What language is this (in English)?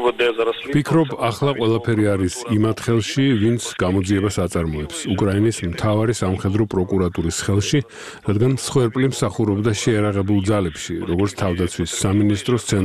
Georgian